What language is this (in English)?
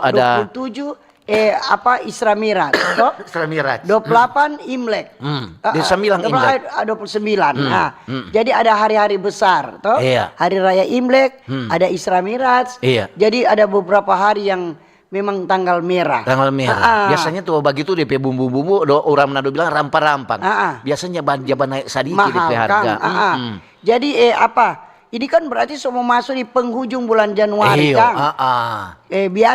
Manado Malay